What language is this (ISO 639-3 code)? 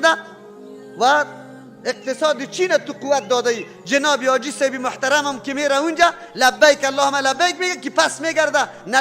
fas